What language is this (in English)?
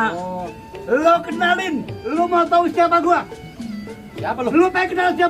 Betawi